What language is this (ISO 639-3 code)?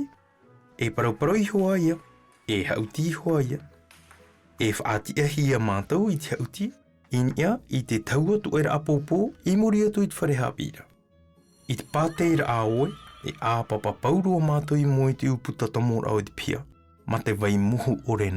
tah